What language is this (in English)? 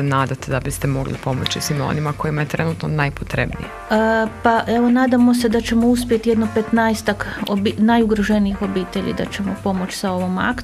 Croatian